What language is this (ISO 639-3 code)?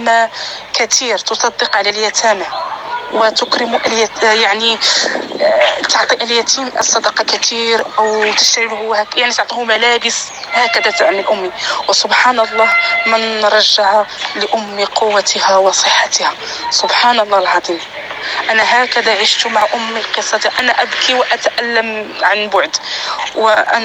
apc